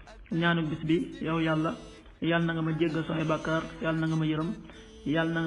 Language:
Wolof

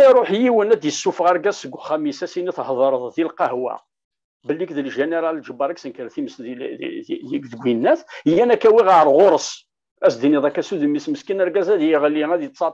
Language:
Kabyle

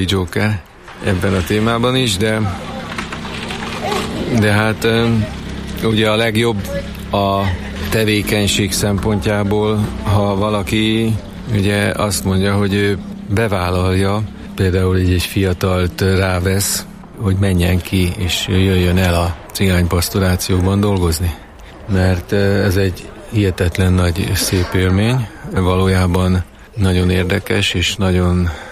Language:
Hungarian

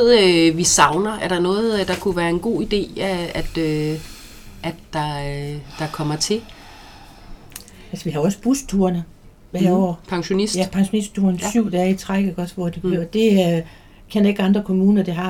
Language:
Danish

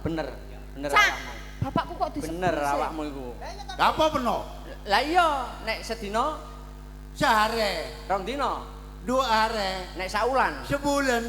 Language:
Javanese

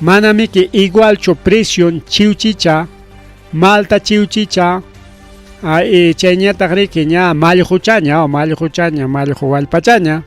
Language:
Ayacucho Quechua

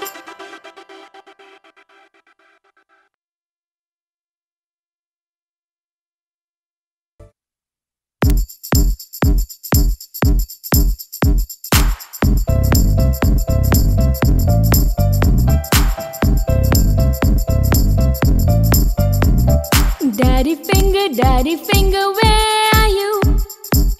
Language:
English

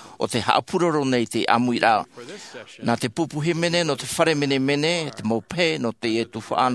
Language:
Tahitian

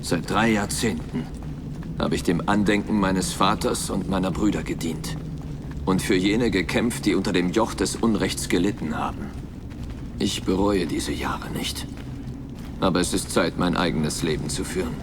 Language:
Bavarian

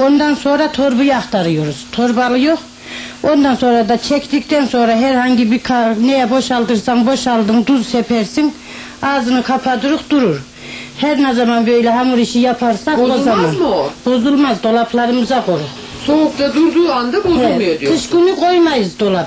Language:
Turkish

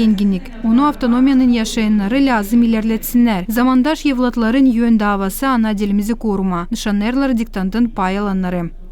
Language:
Gagauz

